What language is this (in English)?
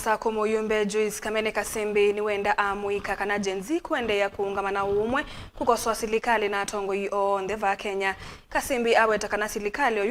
Kamba